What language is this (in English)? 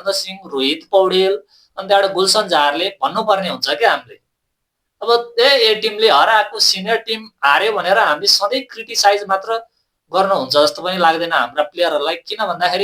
Nepali